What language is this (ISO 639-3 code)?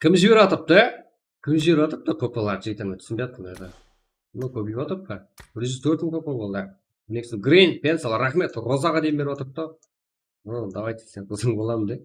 kaa